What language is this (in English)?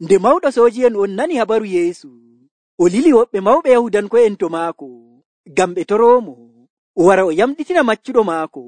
Nigerian Fulfulde